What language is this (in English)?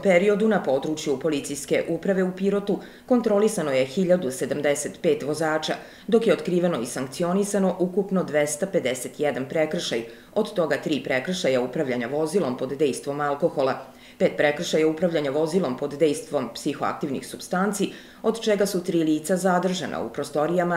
Serbian